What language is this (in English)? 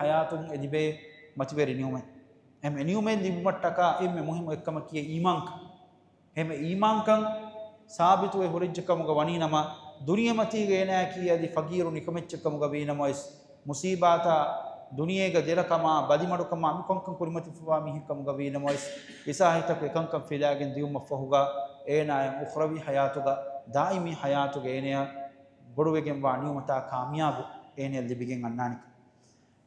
Divehi